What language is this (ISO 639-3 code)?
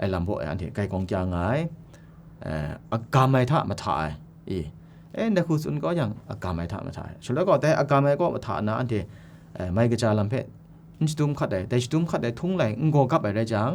kac